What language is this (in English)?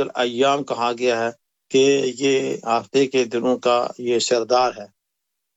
Urdu